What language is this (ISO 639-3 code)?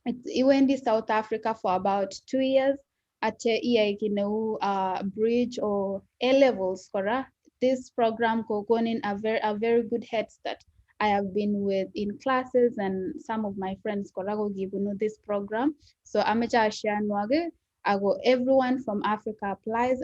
kln